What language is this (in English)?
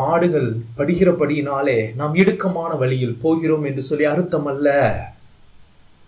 Tamil